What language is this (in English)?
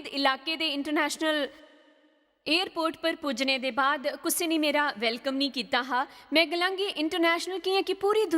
Dogri